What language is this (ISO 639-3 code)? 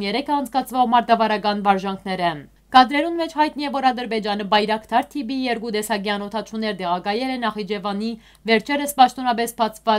hyw